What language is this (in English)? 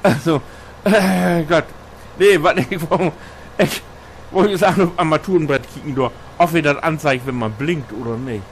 Low German